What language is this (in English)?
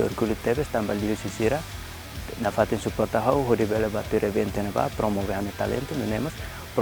Tetum